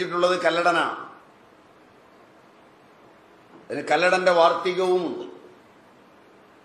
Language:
Malayalam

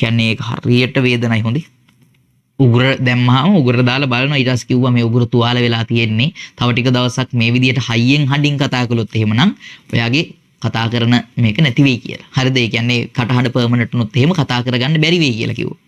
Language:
Sinhala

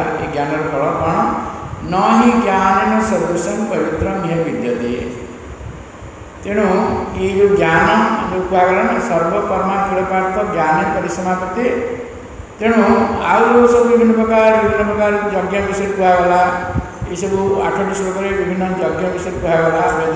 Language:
Odia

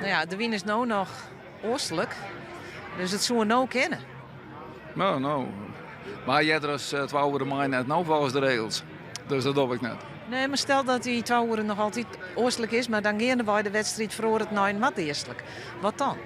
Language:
Western Frisian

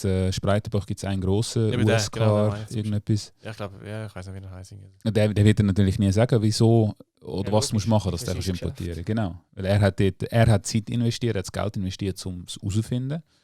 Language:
Swiss German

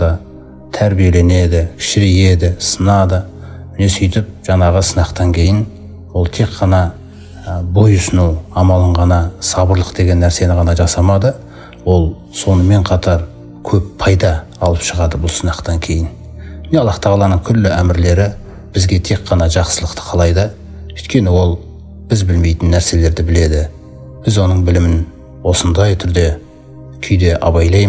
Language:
Kazakh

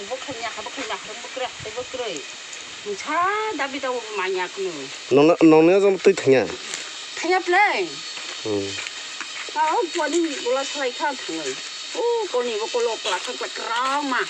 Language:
Kok Borok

